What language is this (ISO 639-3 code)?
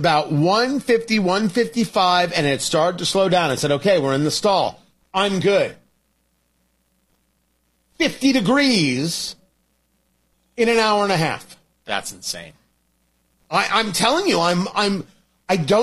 eng